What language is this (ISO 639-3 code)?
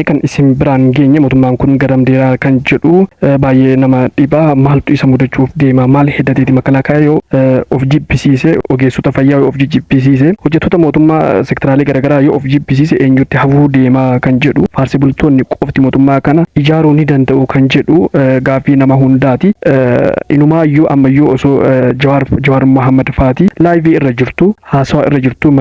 orm